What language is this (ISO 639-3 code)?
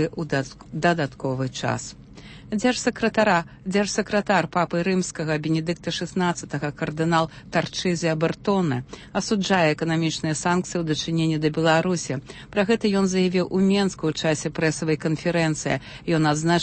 bel